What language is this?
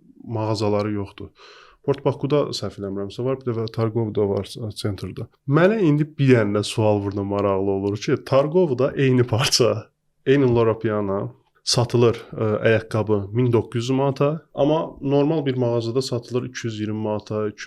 Azerbaijani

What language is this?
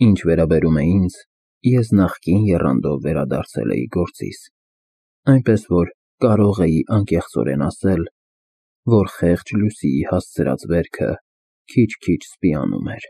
Armenian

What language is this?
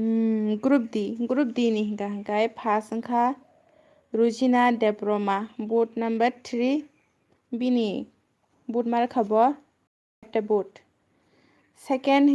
Kok Borok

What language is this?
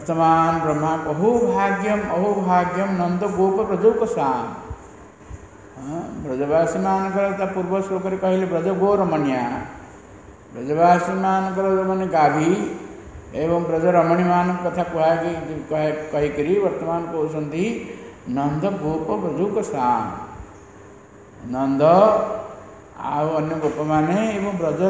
Odia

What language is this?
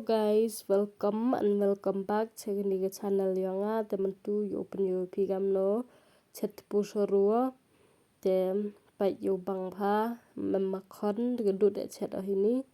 Pnar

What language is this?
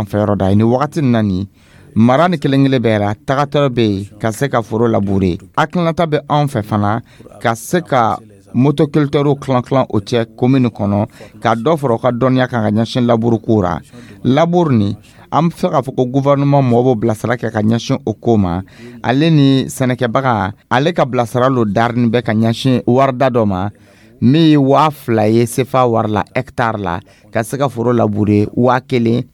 Dyula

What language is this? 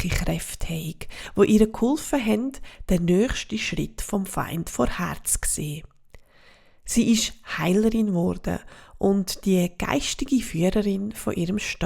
Swiss German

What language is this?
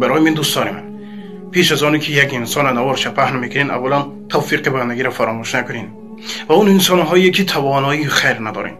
Tajik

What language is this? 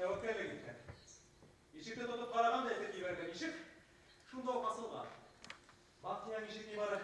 Bashkir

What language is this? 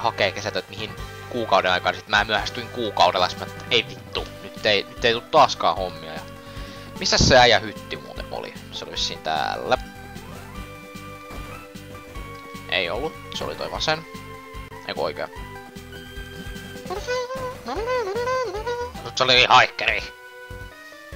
Finnish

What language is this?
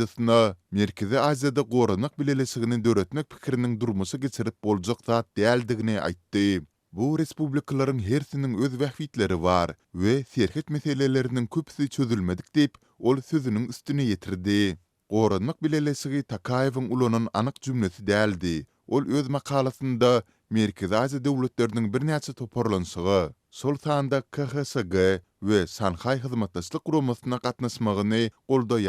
Turkmen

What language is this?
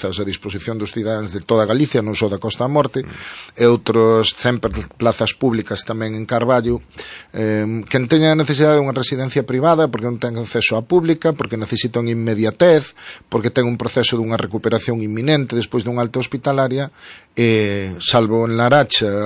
Galician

